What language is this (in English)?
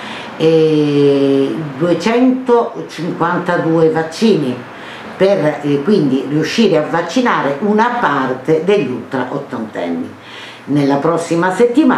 Italian